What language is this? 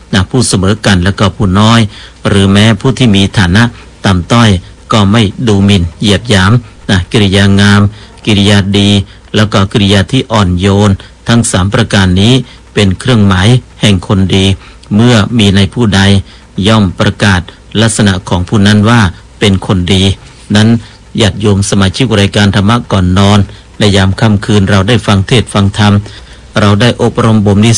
Thai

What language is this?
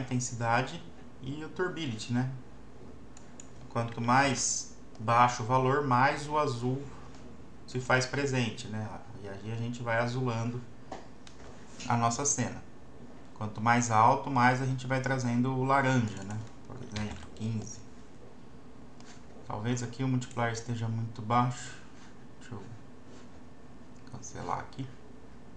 Portuguese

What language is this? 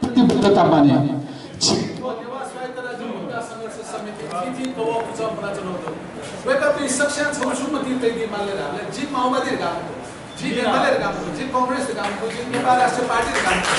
Newari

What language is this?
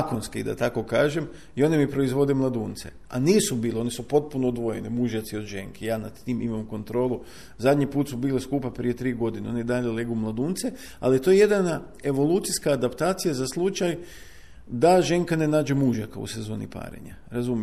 Croatian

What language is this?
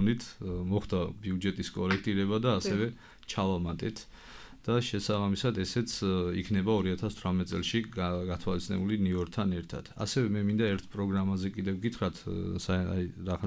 Georgian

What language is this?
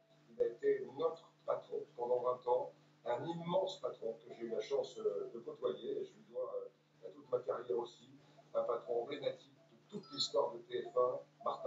French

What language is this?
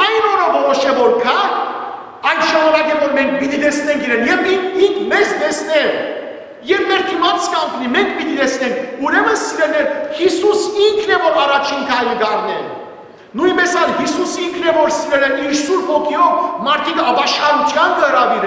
Western Armenian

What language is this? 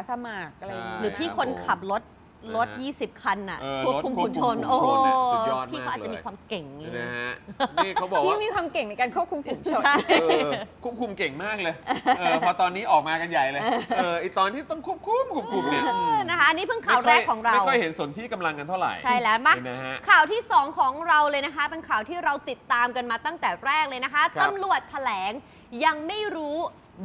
Thai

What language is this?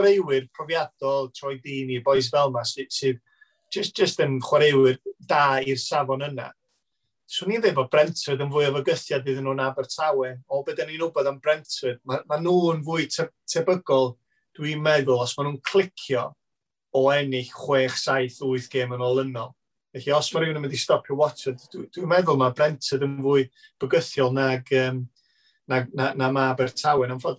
Welsh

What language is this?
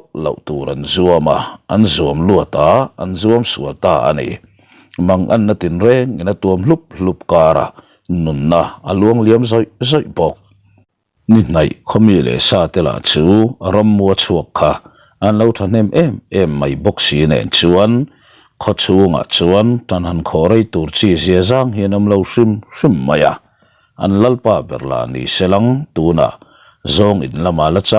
Mizo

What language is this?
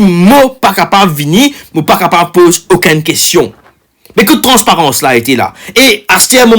Morisyen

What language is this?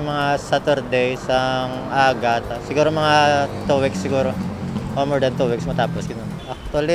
Hiligaynon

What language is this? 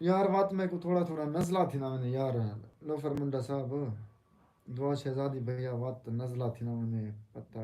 Saraiki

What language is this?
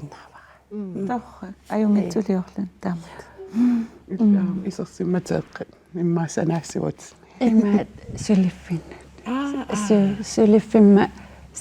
Kalaallisut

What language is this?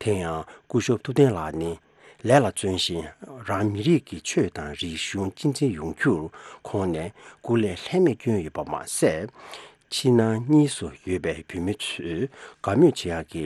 Tibetan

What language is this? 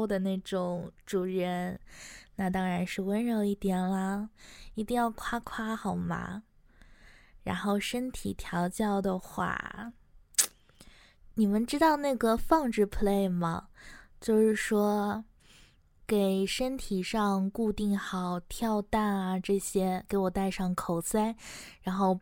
Chinese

